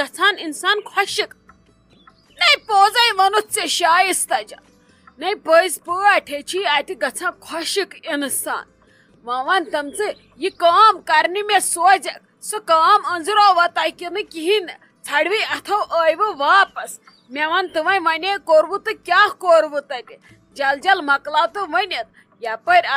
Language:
Kashmiri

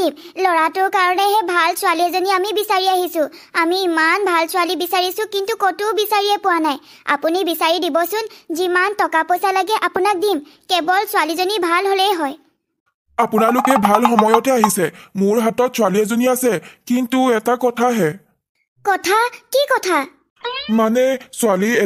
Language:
Assamese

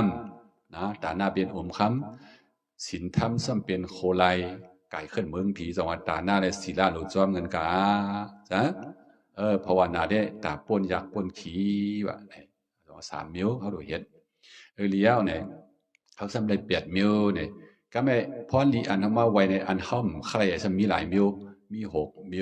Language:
Shan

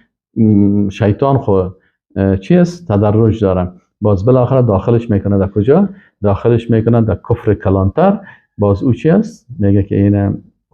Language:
Persian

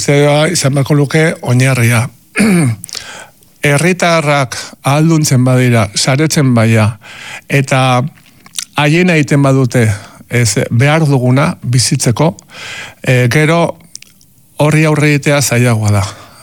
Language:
Basque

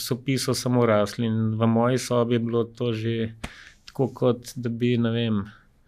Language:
Slovenian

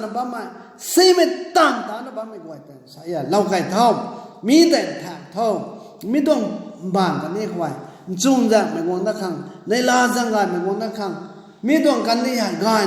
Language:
Rongmei Naga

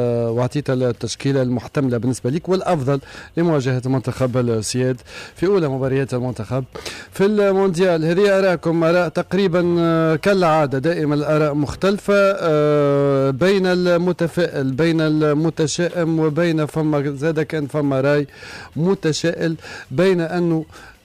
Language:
Tunisian Arabic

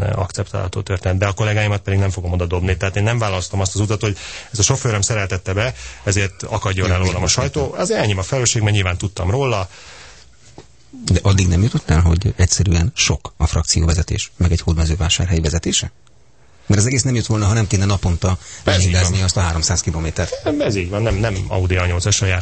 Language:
Hungarian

